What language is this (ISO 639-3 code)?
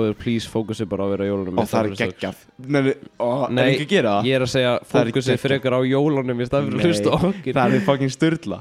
isl